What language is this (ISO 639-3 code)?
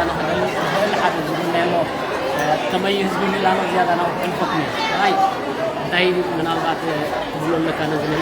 tir